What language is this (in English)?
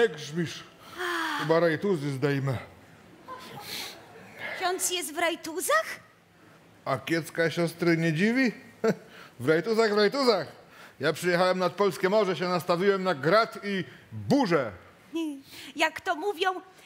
Polish